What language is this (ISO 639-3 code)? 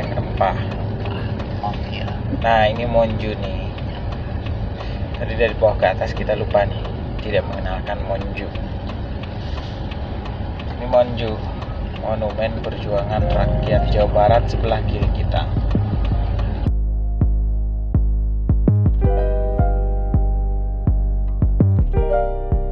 ind